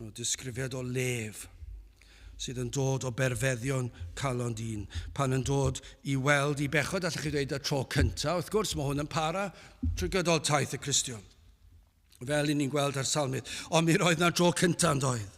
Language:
Welsh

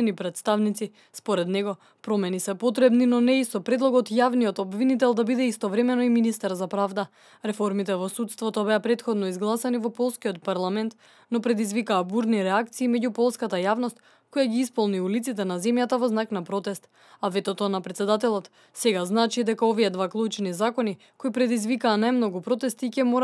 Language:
Macedonian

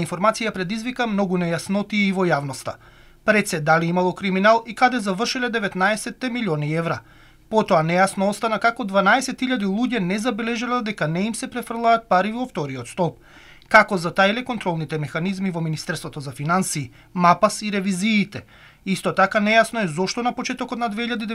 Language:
Macedonian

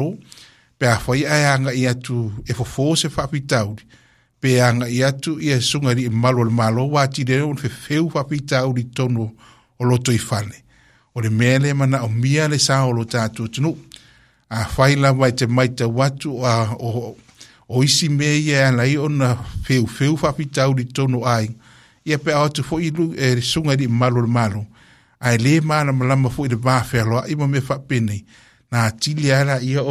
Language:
Samoan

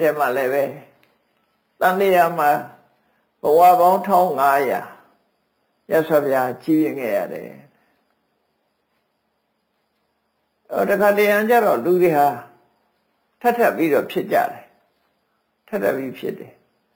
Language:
Burmese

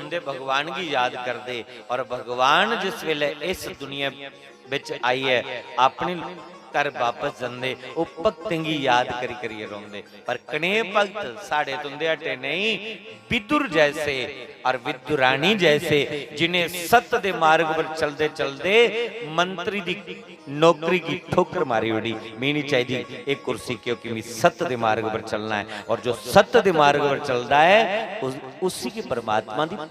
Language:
Dogri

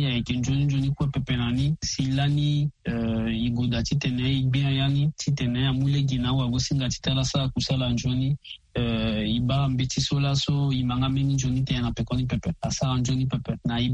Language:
Sango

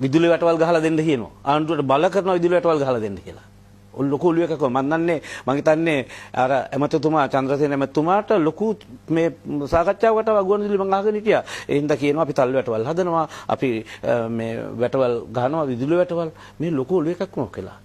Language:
Sinhala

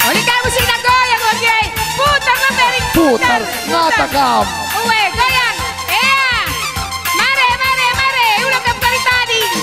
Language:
Batak Karo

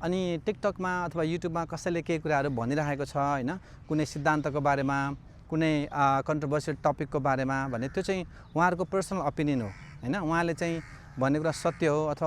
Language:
Nepali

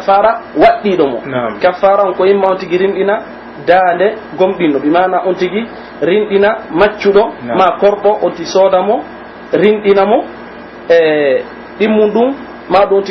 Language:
Pular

